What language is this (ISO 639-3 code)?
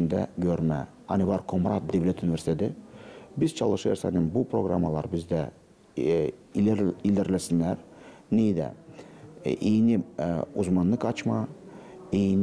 gag